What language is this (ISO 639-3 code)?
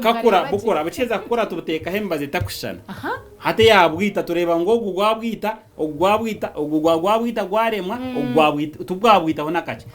nyn